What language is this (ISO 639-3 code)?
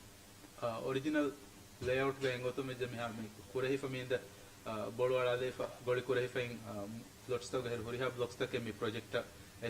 div